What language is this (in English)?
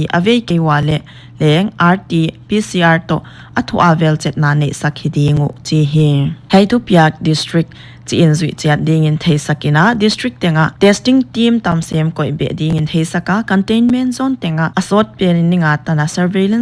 Paite Chin